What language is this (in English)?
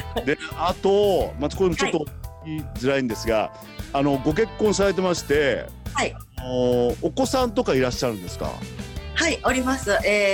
Japanese